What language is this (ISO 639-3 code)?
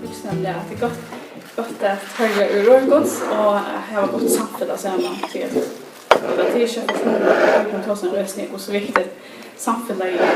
fao